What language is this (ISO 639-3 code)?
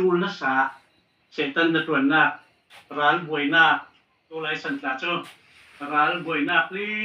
cfm